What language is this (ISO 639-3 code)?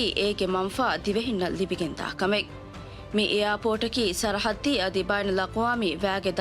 div